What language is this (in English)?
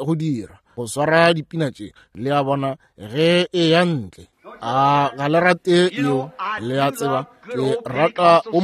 Northern Sotho